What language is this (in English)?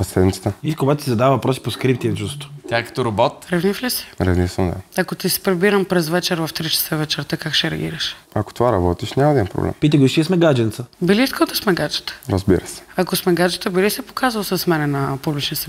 Bulgarian